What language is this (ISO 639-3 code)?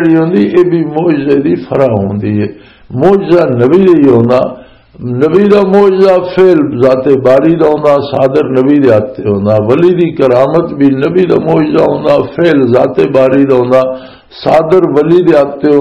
lah